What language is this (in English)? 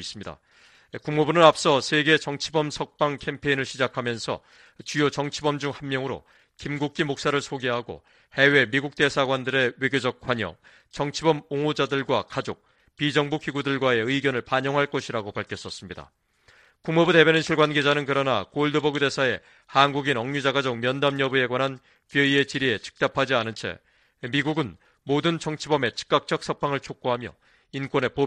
Korean